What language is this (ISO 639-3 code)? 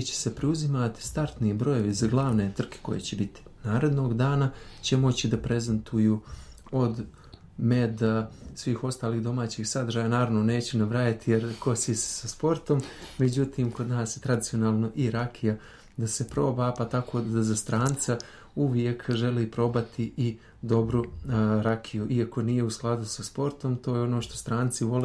srp